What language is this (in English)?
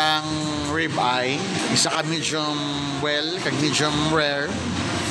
Hiligaynon